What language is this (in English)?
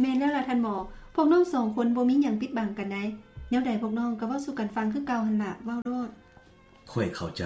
Lao